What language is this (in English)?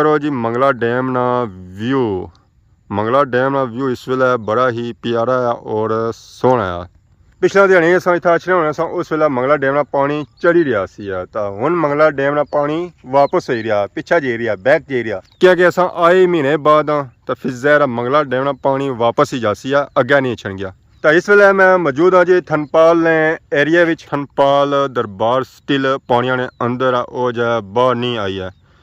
Pahari-Potwari